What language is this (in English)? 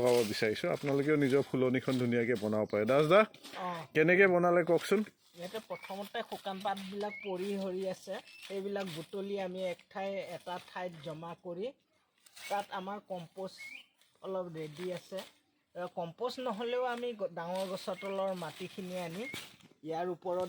Assamese